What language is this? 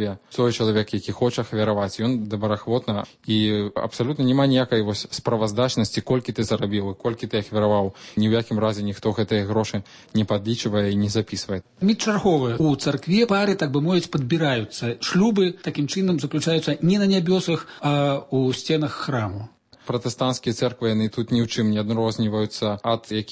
Belarusian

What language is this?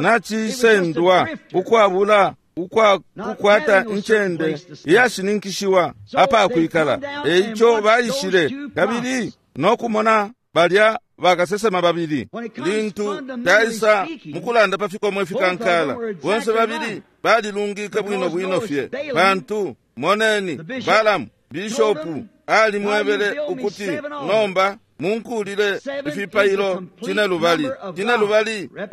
Bemba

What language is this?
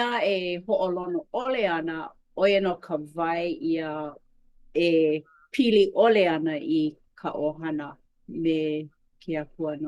Hawaiian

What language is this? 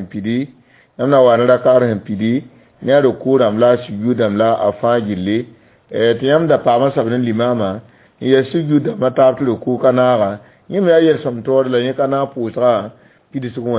Mossi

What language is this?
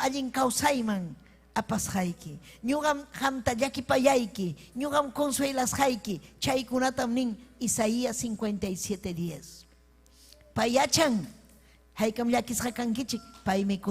Ayacucho Quechua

